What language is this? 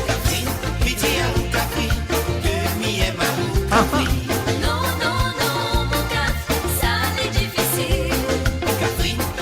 Morisyen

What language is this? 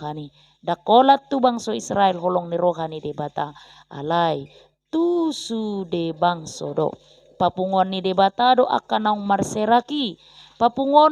Batak Toba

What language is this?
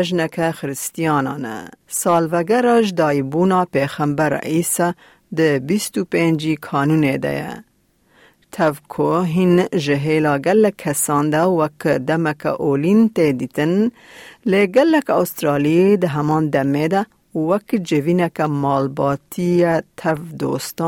Kurdish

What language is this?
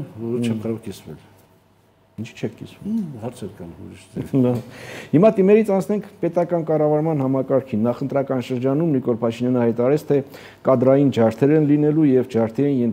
Armenian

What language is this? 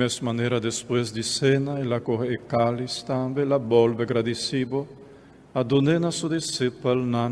Papiamento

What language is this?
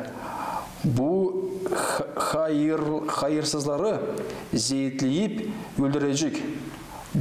Gagauz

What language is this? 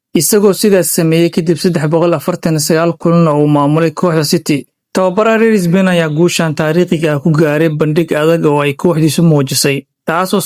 Somali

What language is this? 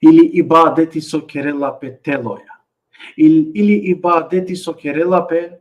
Balkan Romani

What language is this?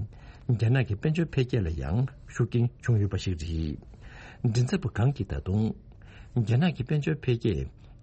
Tibetan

